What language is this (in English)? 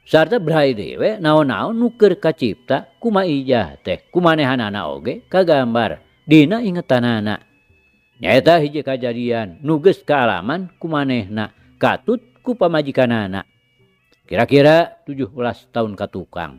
Sundanese